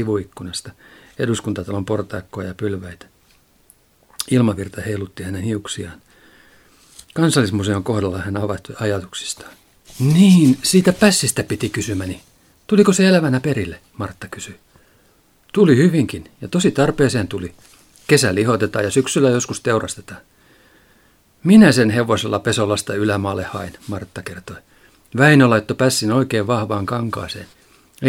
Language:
Finnish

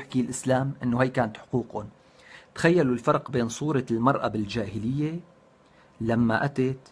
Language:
North Levantine Arabic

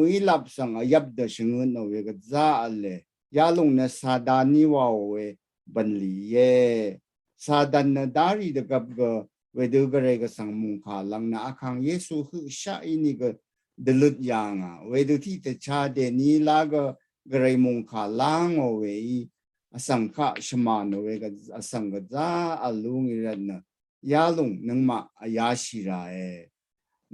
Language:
Rawang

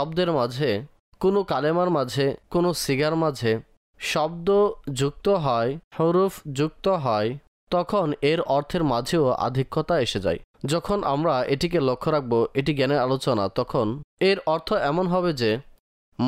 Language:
Bangla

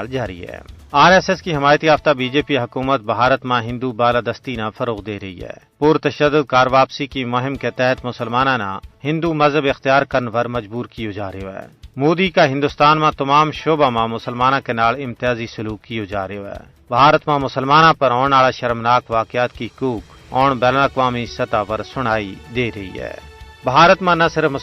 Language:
Gujari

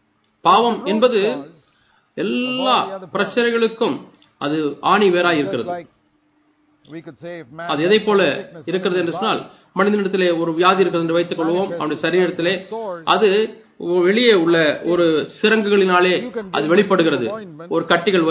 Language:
Tamil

